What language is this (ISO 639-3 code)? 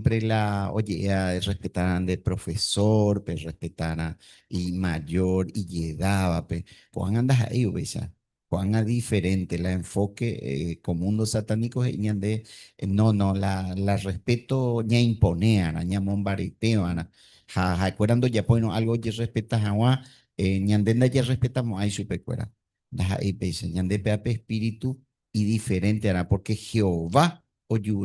grn